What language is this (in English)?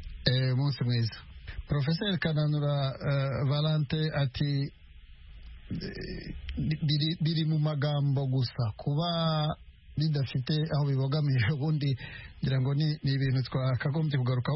Kinyarwanda